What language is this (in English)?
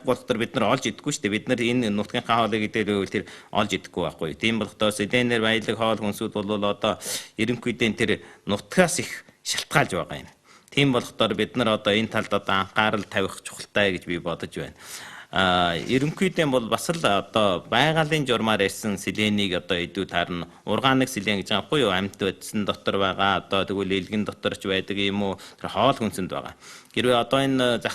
Mongolian